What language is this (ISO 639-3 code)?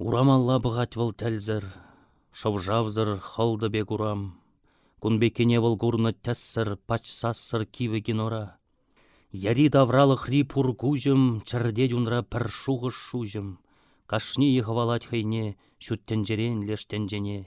chv